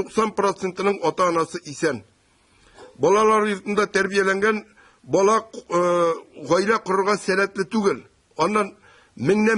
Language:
Tatar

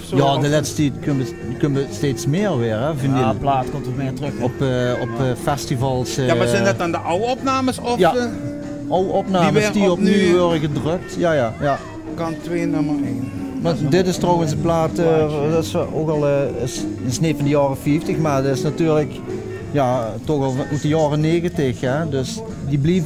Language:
Limburgish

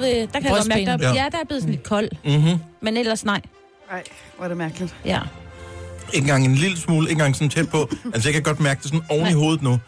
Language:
Danish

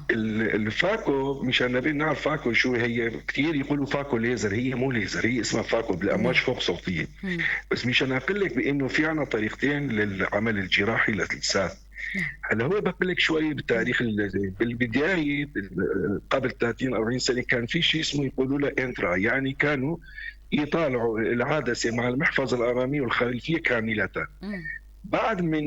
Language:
North Levantine Arabic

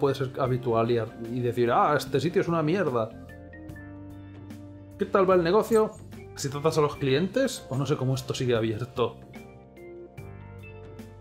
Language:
Spanish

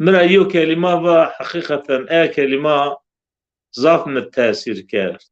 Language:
Zaza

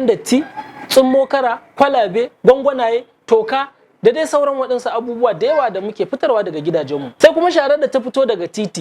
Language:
Hausa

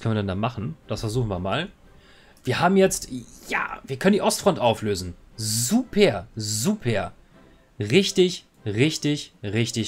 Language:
German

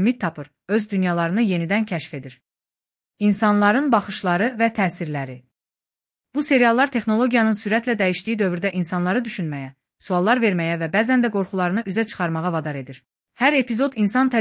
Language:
Azerbaijani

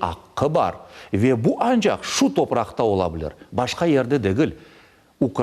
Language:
Crimean Tatar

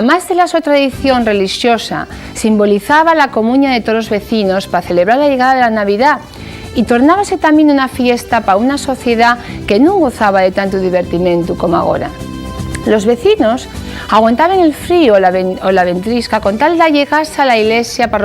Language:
Asturian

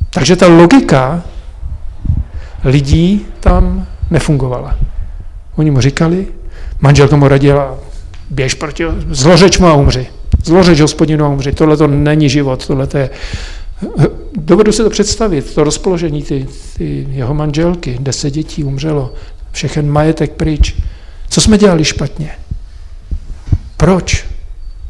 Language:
Czech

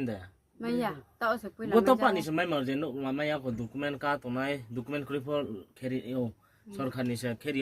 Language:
Riang (India)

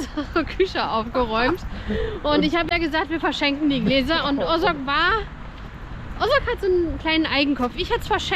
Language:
German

